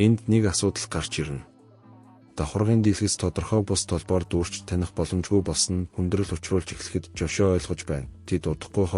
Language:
Mongolian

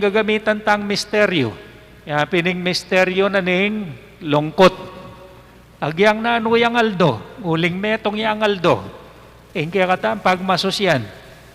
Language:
Pampanga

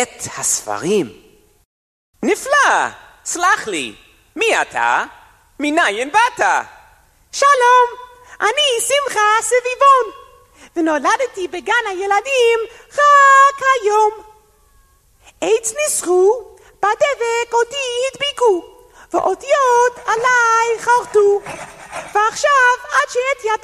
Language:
Hebrew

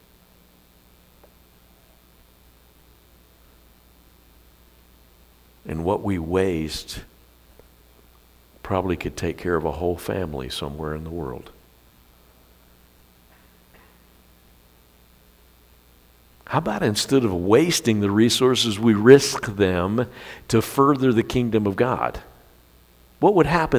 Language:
English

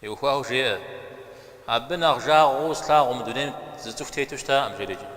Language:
Kabardian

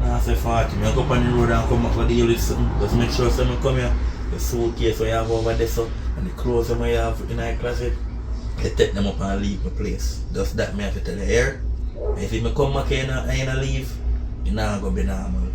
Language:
Jamaican Creole English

